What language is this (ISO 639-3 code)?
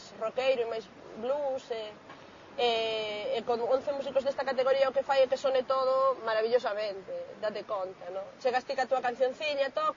glg